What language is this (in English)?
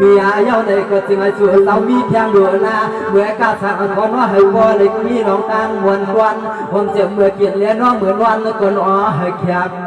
Shan